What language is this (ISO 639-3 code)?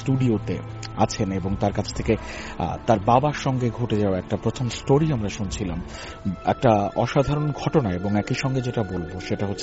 ben